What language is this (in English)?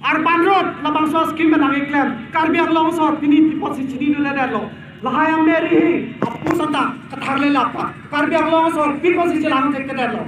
Karbi